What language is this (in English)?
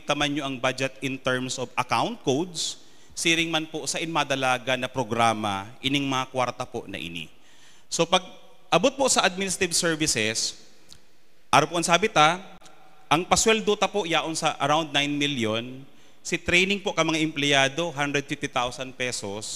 Bikol